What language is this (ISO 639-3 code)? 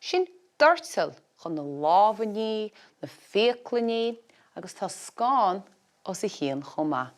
gle